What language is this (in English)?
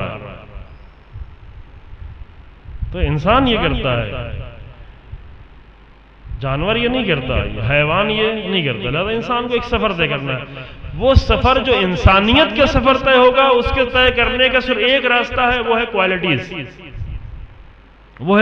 Urdu